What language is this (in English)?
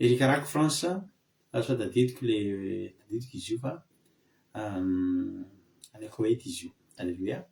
Malagasy